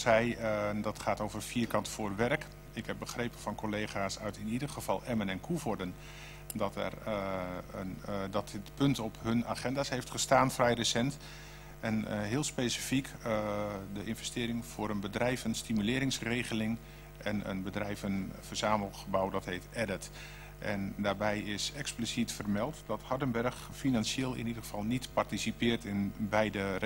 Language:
Dutch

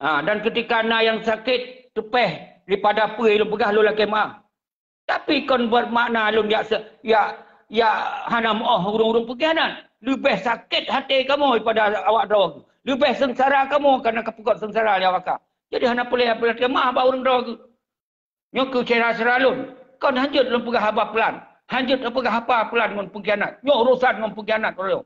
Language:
Achinese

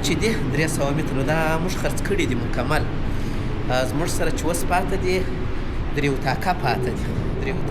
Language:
Pashto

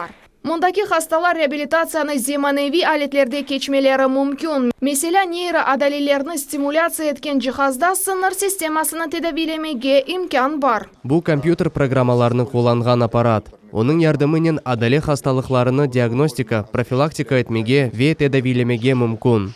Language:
Crimean Tatar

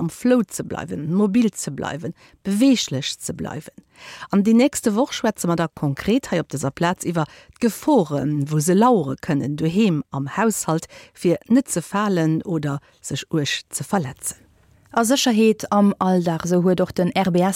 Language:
Luxembourgish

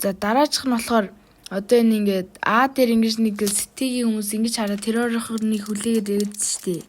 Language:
Mongolian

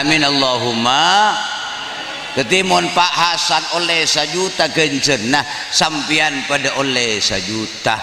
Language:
Madurese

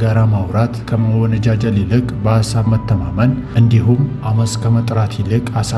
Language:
Amharic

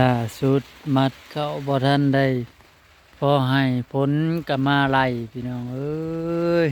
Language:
Northeastern Thai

